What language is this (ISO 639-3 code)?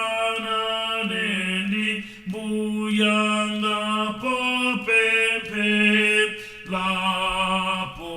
nya